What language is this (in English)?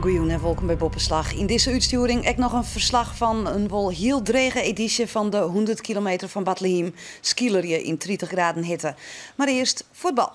Western Frisian